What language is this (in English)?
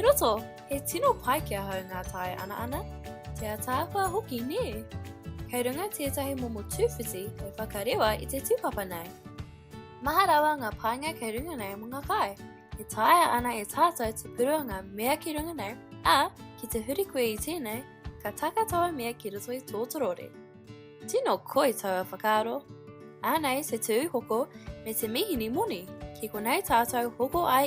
Māori